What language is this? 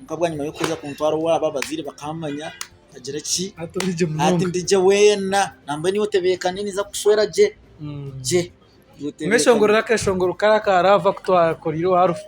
Nyankole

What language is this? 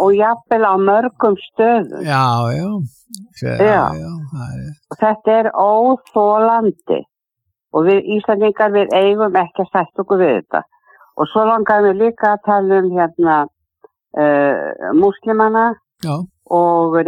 Icelandic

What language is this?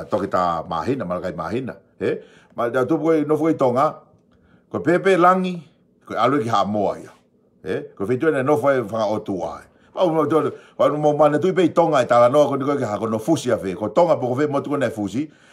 Tongan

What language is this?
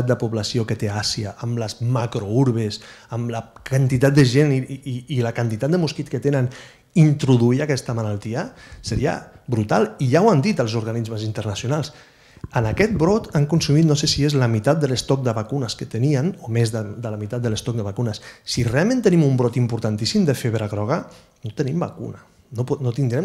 Catalan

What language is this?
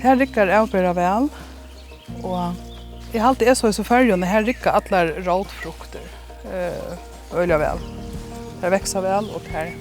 Faroese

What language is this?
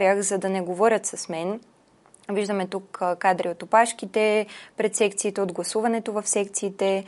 Bulgarian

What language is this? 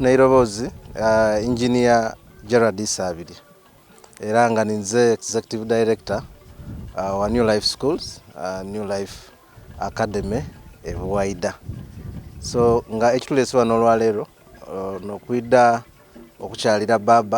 Soga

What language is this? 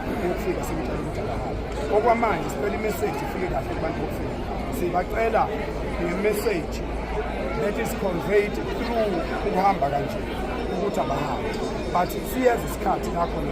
Zulu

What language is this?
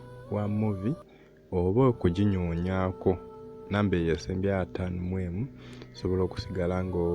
Ganda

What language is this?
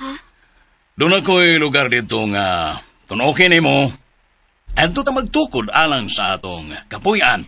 Cebuano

